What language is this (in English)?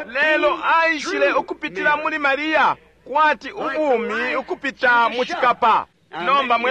Bemba